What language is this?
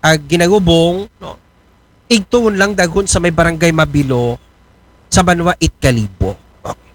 Aklanon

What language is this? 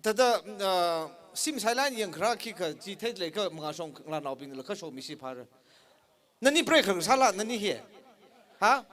Tangkhul Naga (India)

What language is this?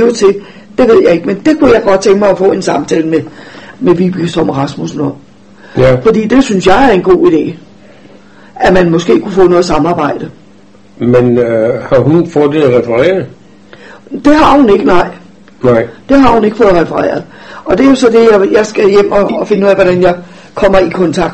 Danish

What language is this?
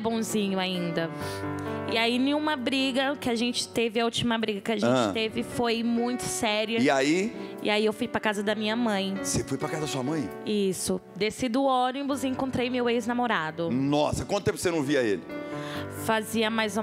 Portuguese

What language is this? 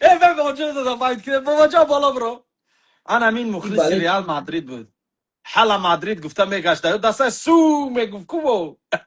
Tajik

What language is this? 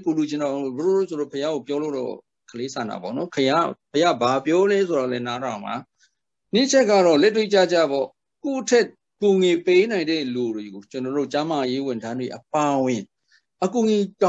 Burmese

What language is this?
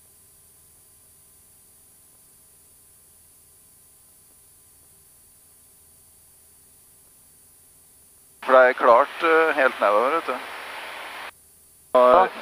Norwegian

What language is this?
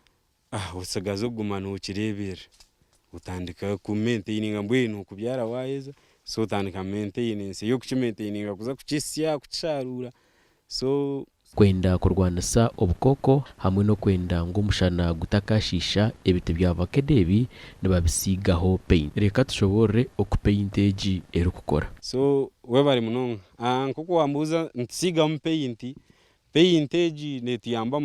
Nyankole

